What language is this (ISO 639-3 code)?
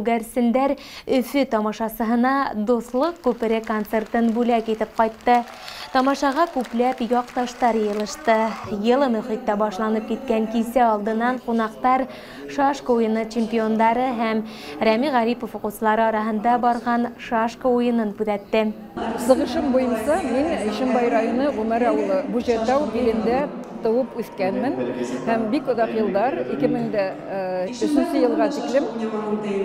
bak